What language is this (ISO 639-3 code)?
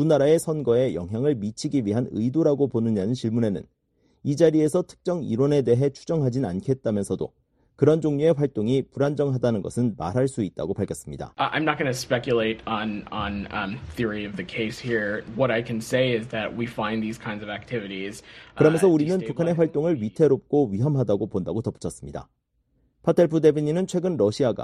kor